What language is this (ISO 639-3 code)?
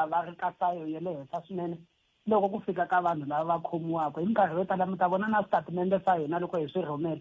tso